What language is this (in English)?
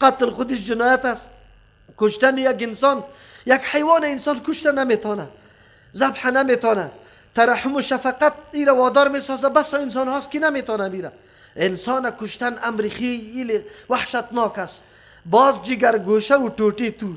Persian